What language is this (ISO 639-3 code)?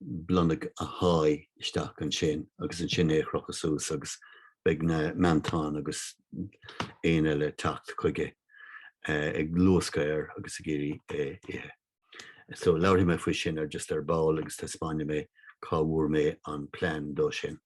gle